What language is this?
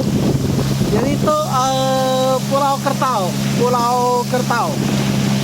Iban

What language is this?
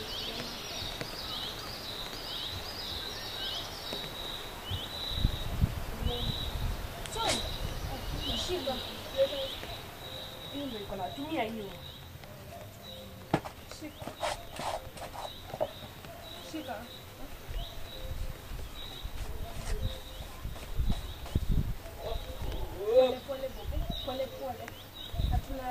Swahili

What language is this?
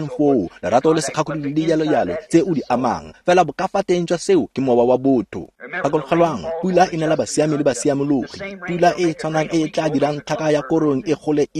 Tswana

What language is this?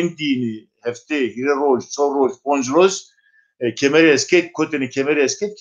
Zaza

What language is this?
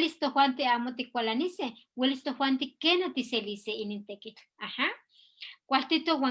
Eastern Huasteca Nahuatl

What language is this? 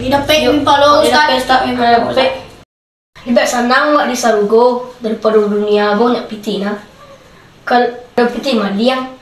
Minangkabau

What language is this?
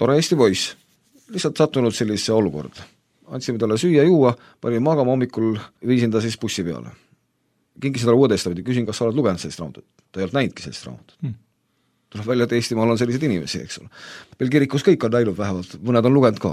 Estonian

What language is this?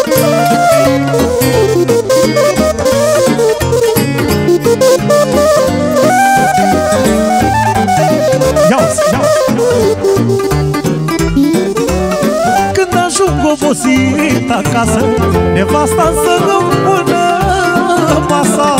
Romanian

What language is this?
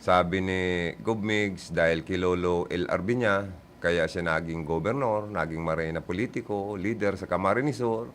Bikol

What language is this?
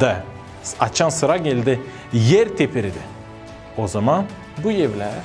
Gagauz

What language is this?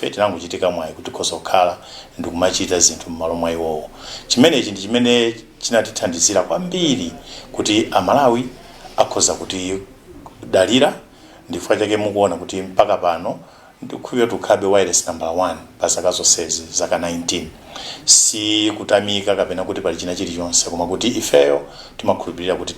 Nyanja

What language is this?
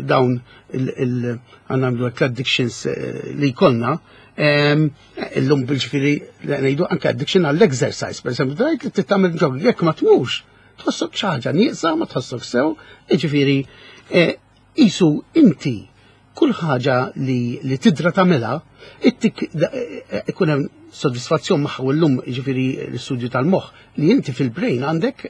Maltese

